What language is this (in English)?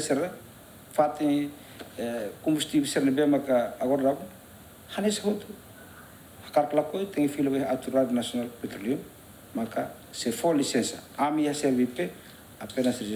Tetum